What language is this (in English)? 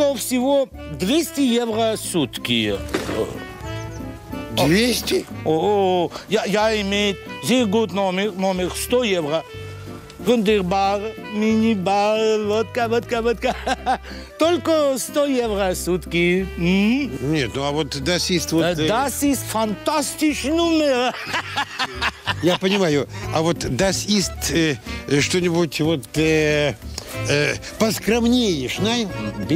Russian